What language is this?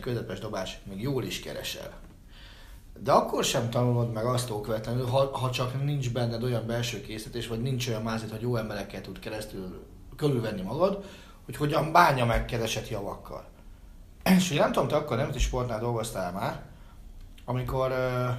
Hungarian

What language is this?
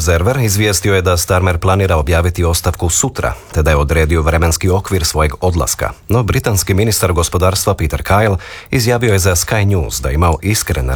Croatian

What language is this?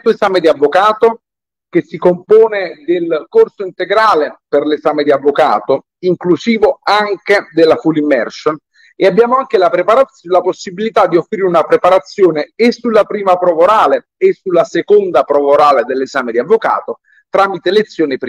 Italian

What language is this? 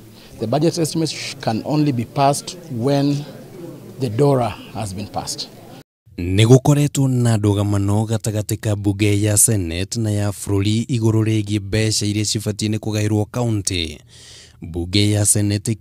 Kikuyu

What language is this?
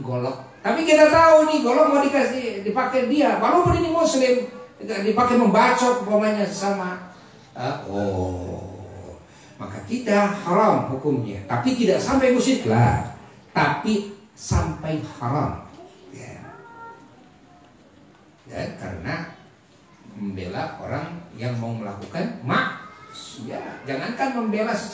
Indonesian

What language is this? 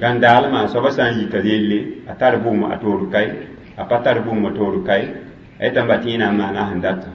Mossi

